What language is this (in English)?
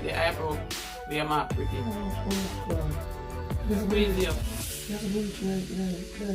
Jamaican Creole English